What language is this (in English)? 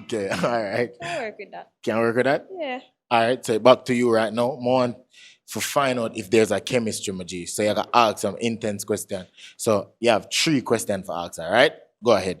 Jamaican Creole English